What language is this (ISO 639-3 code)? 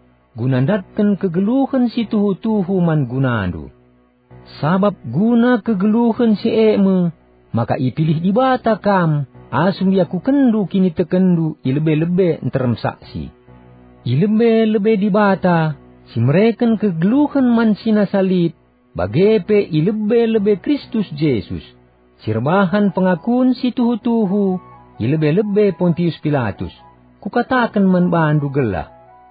btx